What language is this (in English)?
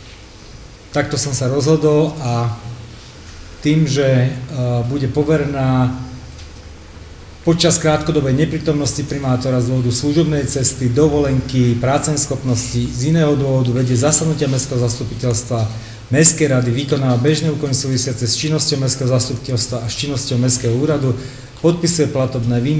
Slovak